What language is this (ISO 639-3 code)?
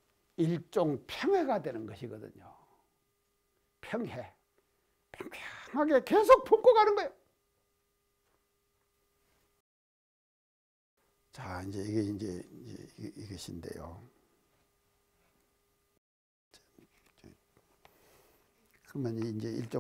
kor